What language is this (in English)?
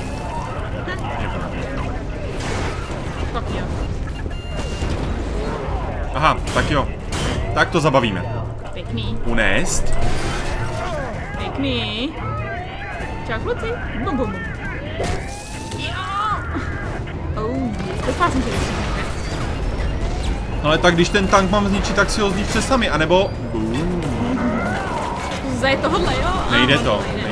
Czech